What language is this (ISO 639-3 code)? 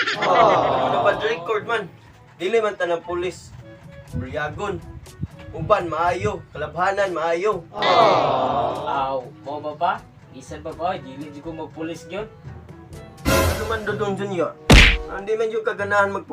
ceb